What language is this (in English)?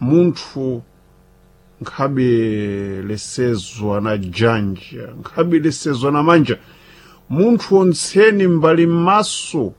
Sena